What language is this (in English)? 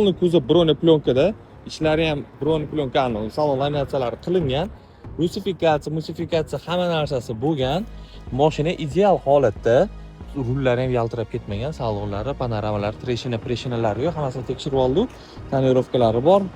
Uzbek